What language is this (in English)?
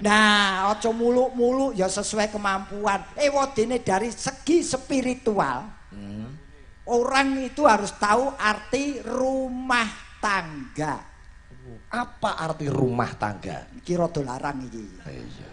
Javanese